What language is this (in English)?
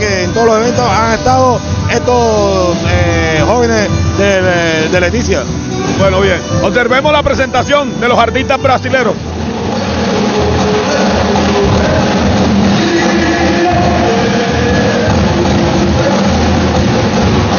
Spanish